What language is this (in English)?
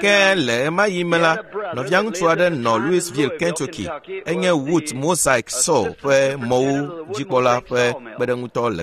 Ewe